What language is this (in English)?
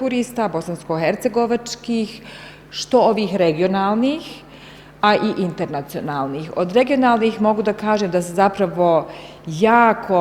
Bosnian